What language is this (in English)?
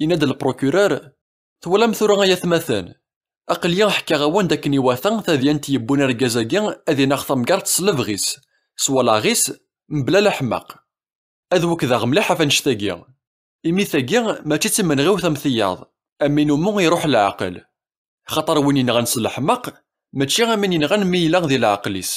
Kabyle